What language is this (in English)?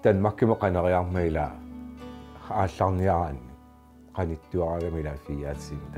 Kalaallisut